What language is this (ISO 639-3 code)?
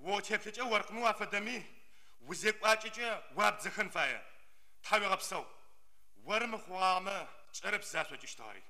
ady